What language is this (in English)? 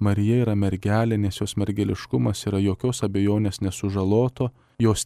Lithuanian